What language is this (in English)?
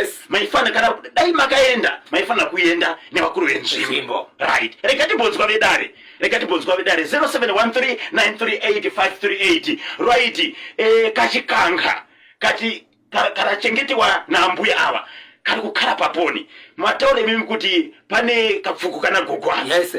Shona